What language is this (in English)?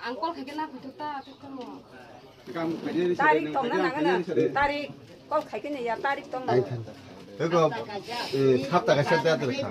Kok Borok